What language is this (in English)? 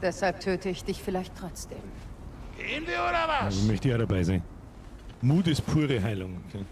Bavarian